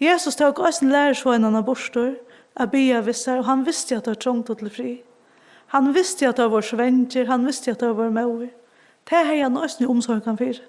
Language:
Faroese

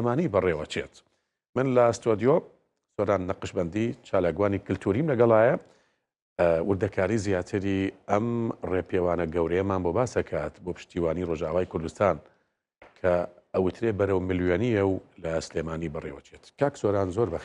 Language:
Central Kurdish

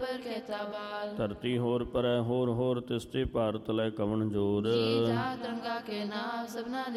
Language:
Punjabi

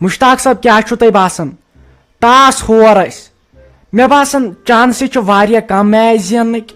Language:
Kashmiri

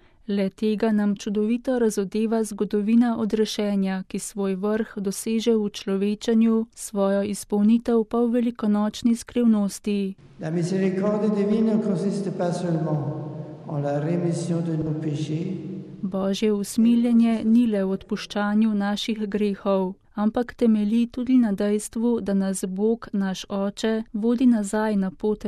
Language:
Slovenian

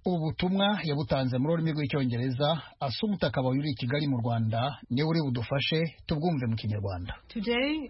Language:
Kinyarwanda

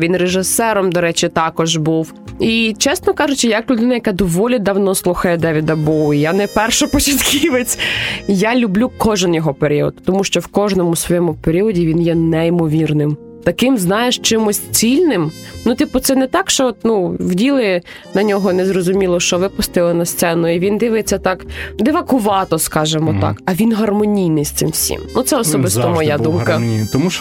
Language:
Ukrainian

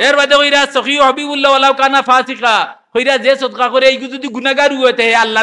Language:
Sylheti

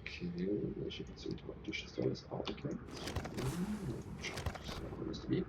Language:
Swiss German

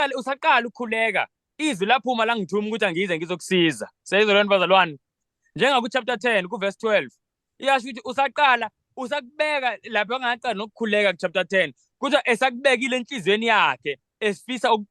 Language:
Zulu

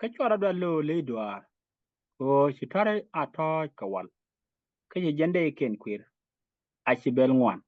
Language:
Nuer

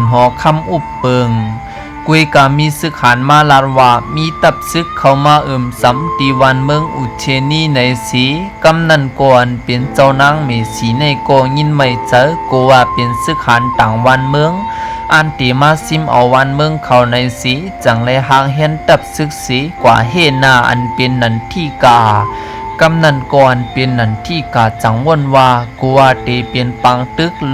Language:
Shan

